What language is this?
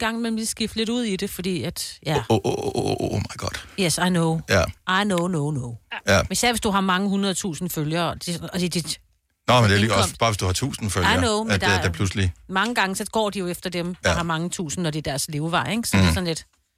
Danish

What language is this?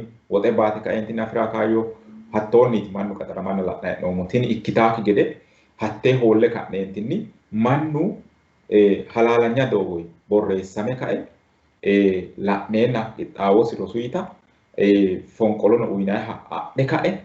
Sidamo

